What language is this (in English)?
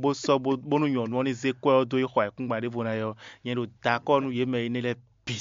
Fon